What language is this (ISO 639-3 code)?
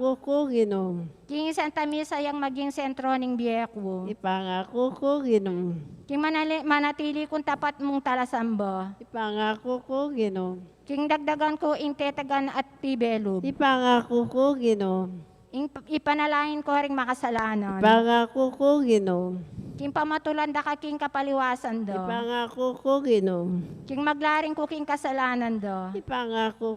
pam